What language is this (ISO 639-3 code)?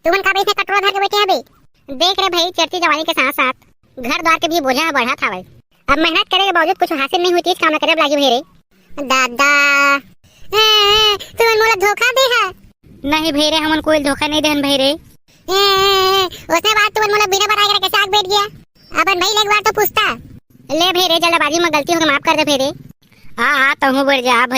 hne